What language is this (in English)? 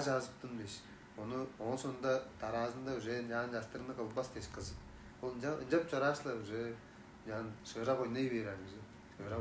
Tuvinian